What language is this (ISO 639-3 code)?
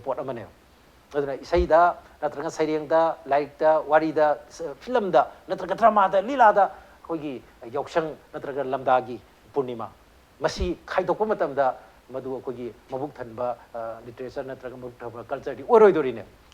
mni